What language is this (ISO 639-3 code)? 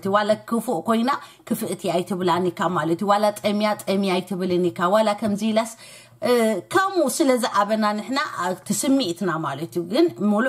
tir